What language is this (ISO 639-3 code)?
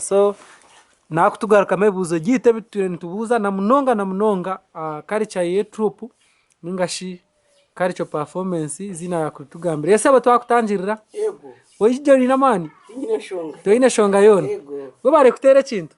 nyn